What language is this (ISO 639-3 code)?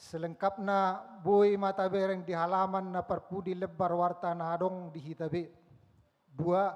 bbc